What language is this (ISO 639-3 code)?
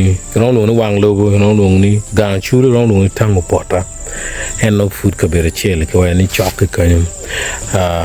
ach